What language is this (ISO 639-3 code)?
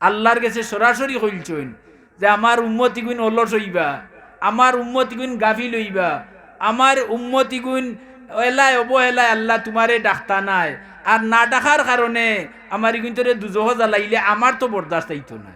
syl